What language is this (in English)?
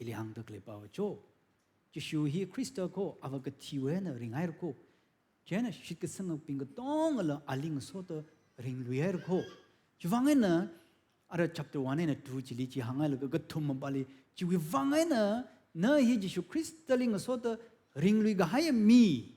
Tangkhul Naga (India)